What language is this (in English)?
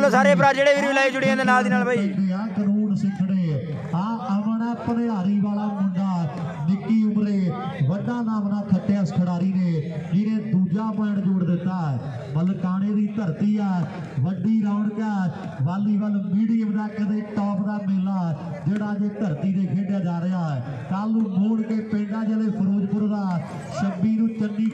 Punjabi